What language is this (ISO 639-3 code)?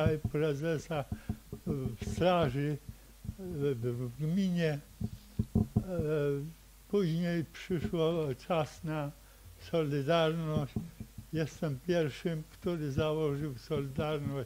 pol